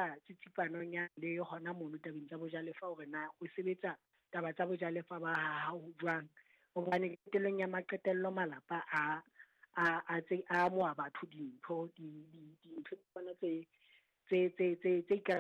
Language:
Southern Sotho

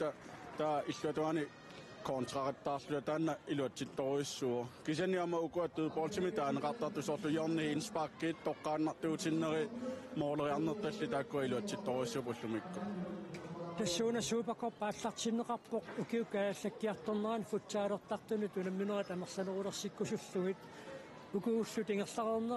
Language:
Kalaallisut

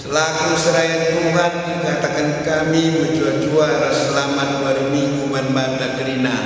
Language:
Batak Karo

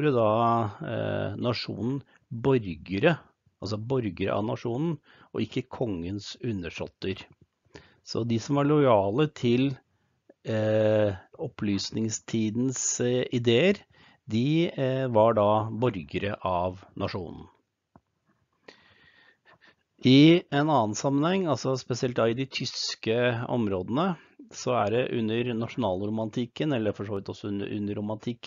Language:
Norwegian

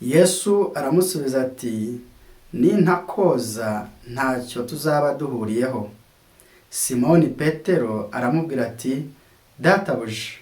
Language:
Kinyarwanda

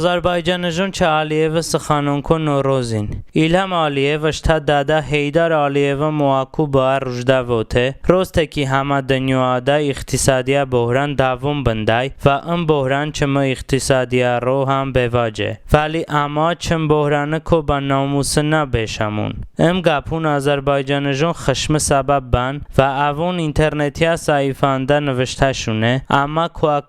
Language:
Talysh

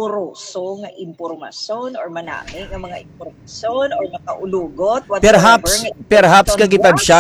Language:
Hiligaynon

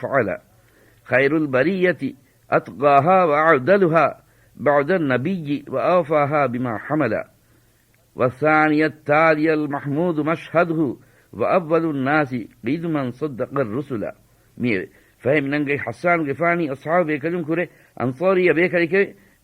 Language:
Divehi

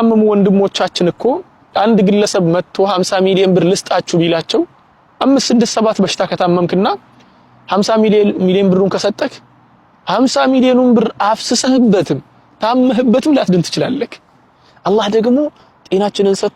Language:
Amharic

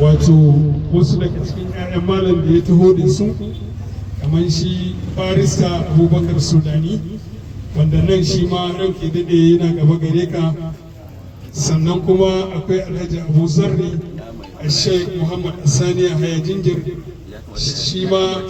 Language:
Hausa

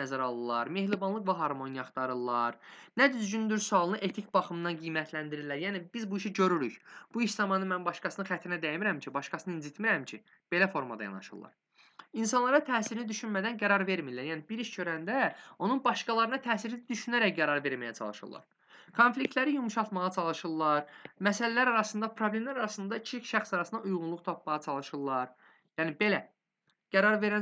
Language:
Azerbaijani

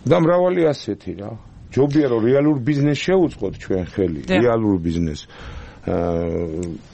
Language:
Georgian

